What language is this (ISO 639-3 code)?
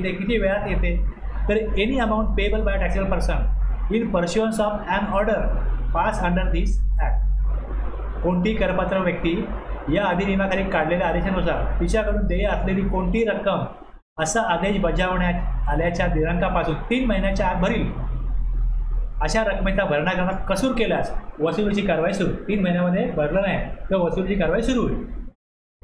mar